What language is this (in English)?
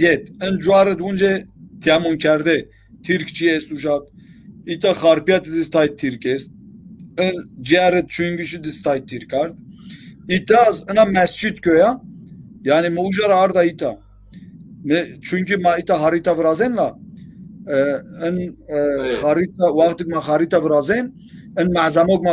Zaza